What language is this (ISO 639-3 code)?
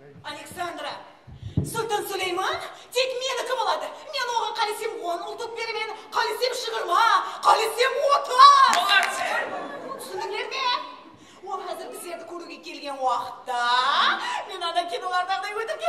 kaa